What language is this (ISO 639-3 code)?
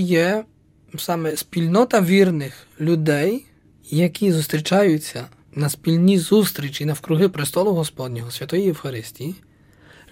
ukr